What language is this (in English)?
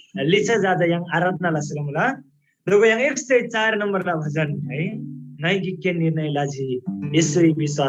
Eastern Tamang